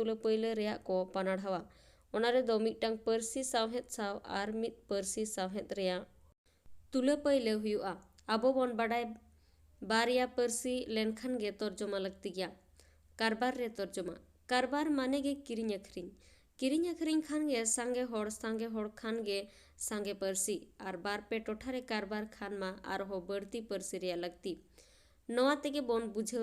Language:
Santali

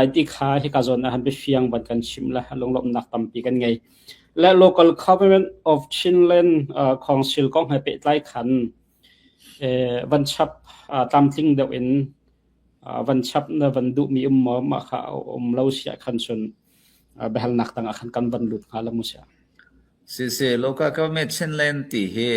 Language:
Hakha Chin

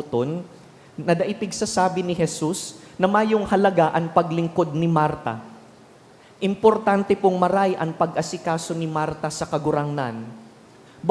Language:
Bikol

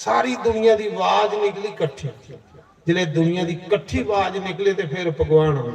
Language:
Dogri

